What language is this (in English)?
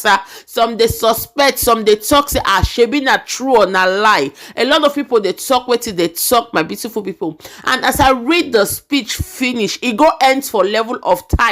Nigerian Pidgin